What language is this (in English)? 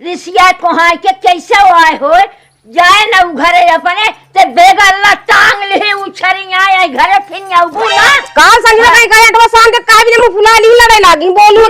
Awadhi